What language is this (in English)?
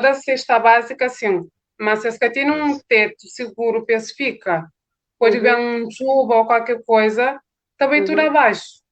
Kabuverdianu